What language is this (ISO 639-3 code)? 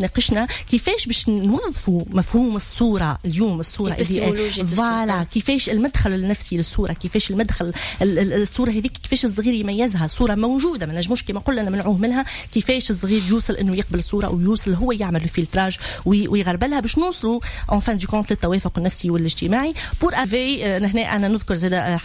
aeb